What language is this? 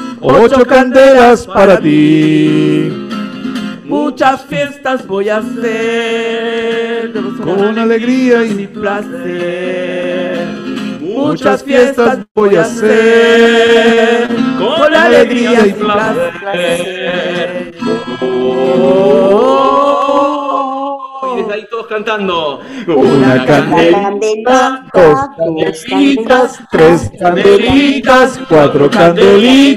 Spanish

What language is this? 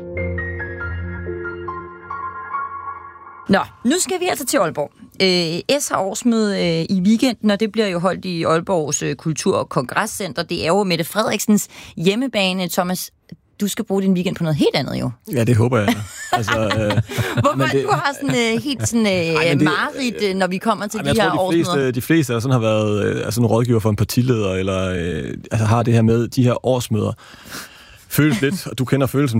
Danish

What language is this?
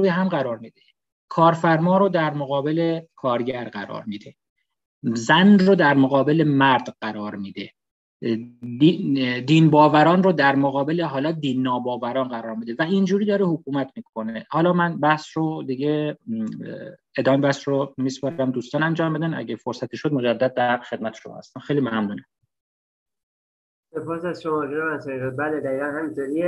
Persian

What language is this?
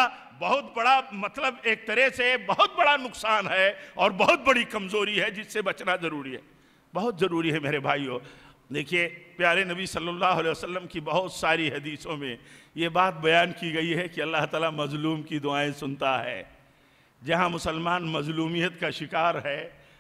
Urdu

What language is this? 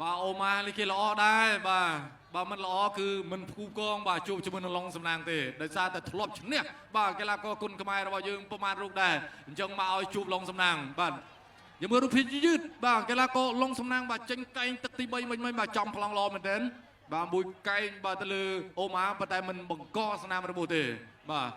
Khmer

